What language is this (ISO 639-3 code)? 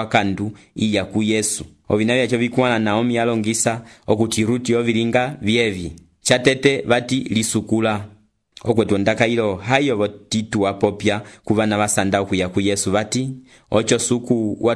umb